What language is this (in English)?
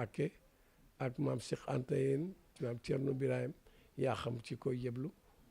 Wolof